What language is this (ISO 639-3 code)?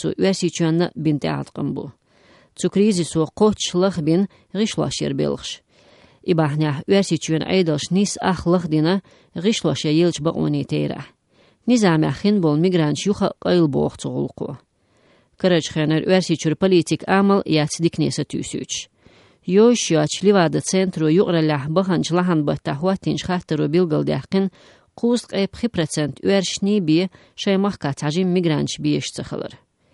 che